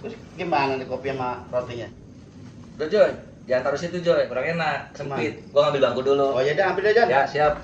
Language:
Betawi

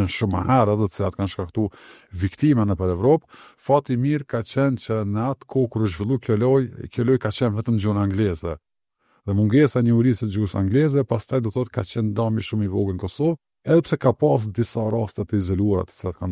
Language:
Albanian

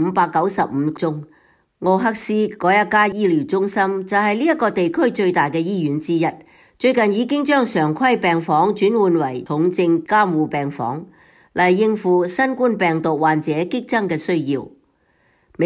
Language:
Cantonese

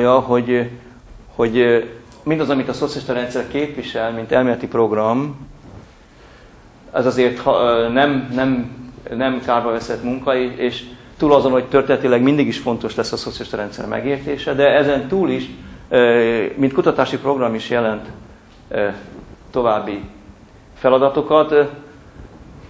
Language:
Hungarian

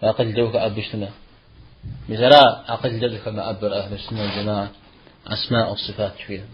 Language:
Kabardian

